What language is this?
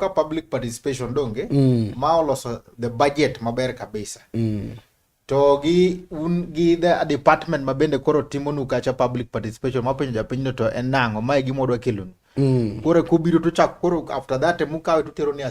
Luo (Kenya and Tanzania)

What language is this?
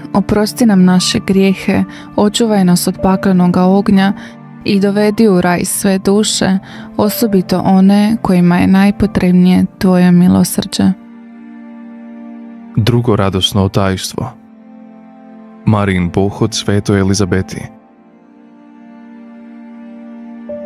Croatian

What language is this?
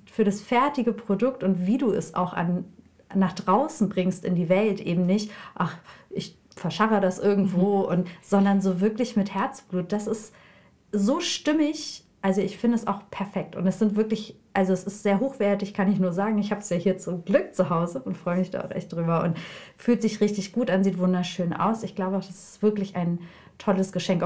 German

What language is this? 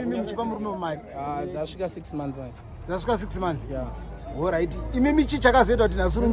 Shona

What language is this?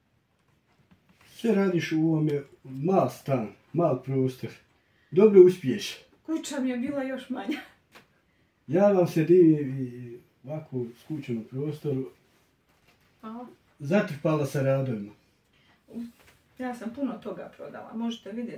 Croatian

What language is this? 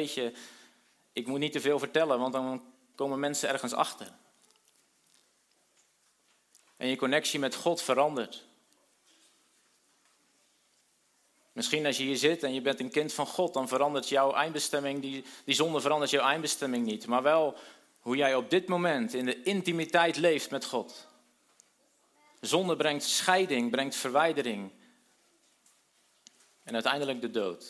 Dutch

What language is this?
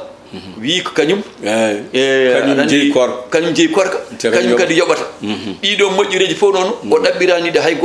Fula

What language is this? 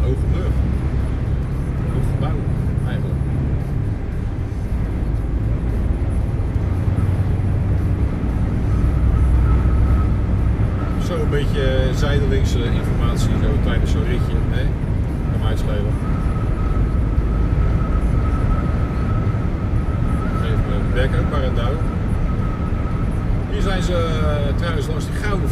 Dutch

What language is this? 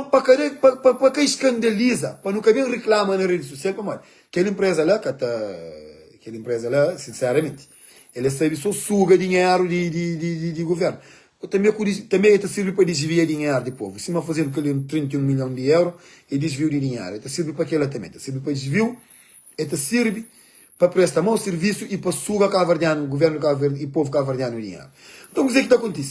Kabuverdianu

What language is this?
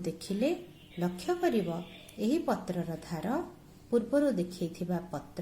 Odia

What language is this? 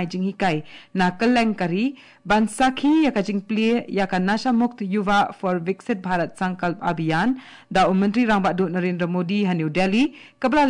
Khasi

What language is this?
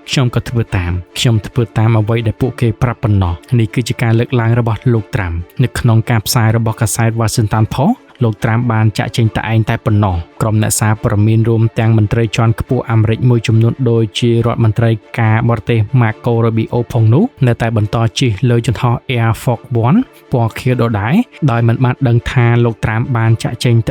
Khmer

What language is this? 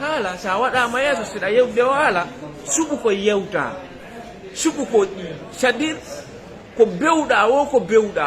Fula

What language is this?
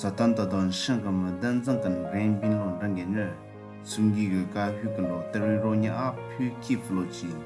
Southern Rengma Naga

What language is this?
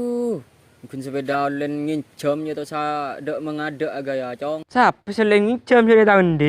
Madurese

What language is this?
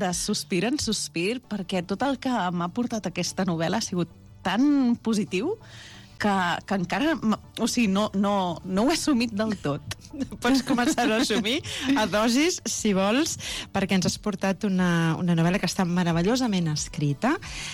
Catalan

